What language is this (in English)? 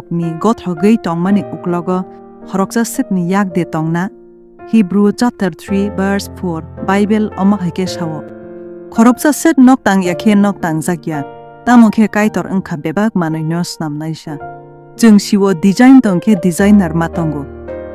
Kok Borok